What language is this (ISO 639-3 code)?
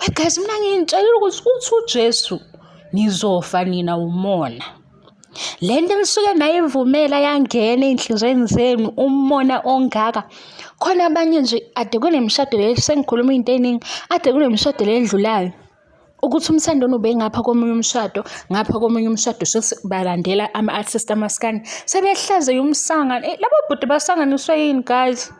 zul